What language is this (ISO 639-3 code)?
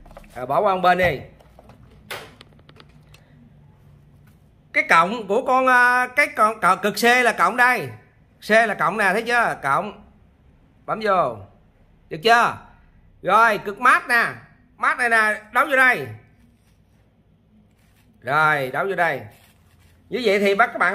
vie